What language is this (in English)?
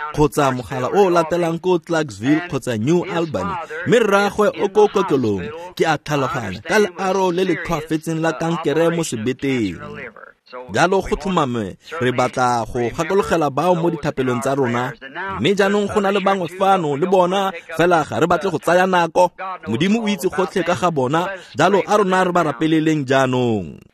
Tswana